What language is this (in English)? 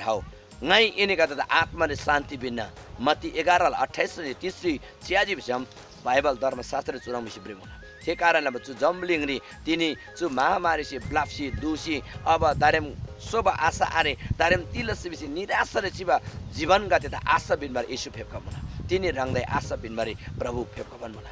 Eastern Tamang